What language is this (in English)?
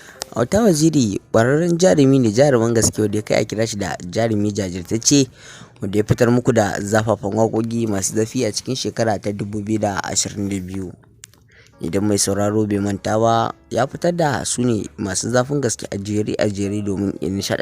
Hausa